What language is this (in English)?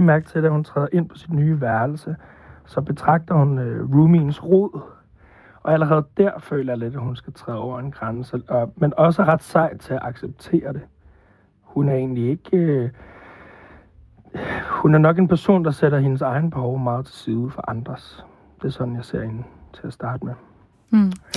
Danish